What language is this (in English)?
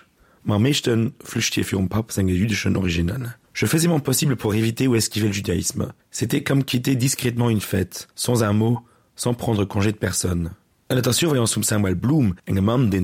Luxembourgish